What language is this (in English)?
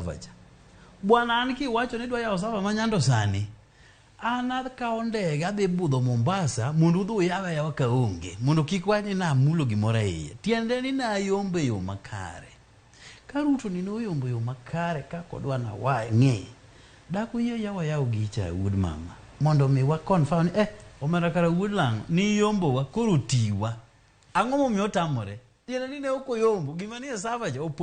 Luo (Kenya and Tanzania)